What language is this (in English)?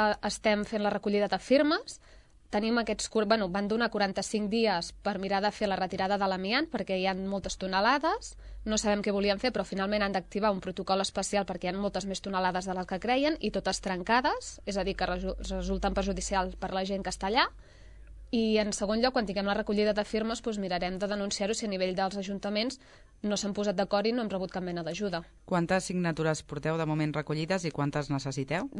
Catalan